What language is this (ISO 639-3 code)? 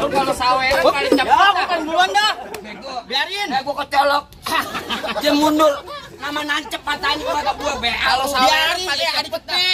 bew